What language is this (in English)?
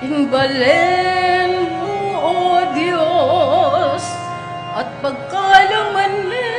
Pampanga